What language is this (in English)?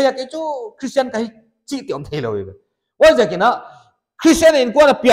Paite Chin